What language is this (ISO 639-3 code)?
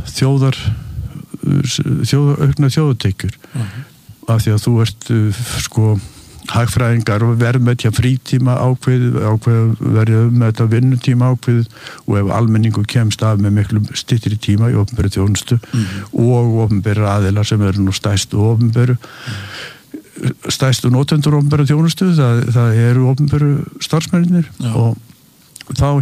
isl